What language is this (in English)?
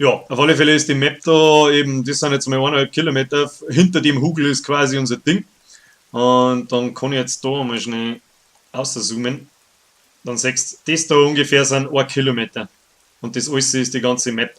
Bavarian